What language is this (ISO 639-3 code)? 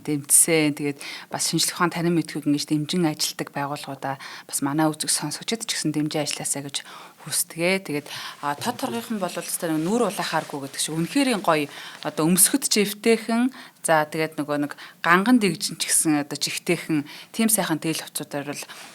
mon